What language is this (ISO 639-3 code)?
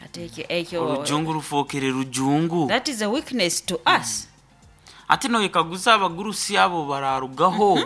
nyn